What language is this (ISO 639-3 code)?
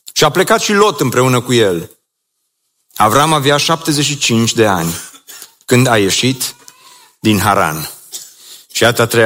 ron